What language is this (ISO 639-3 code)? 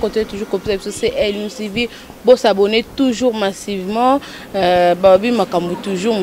lin